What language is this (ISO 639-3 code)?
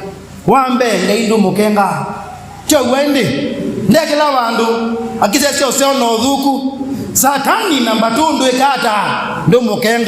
kam